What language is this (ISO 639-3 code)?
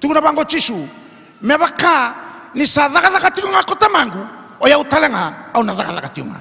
fij